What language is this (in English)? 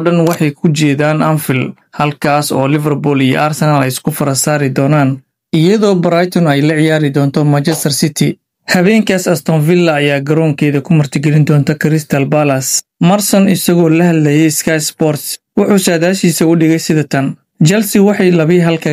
Somali